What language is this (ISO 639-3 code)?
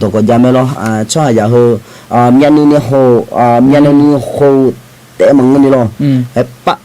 ahk